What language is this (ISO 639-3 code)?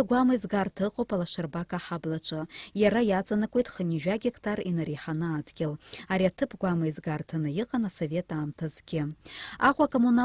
abk